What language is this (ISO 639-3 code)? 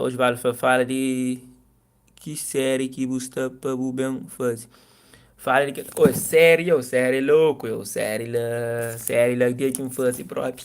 kea